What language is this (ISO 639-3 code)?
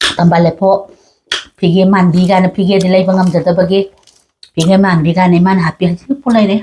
mni